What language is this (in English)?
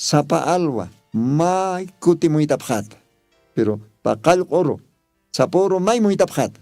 Aymara